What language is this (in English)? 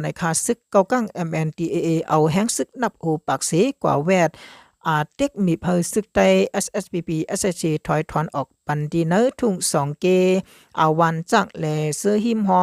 Shan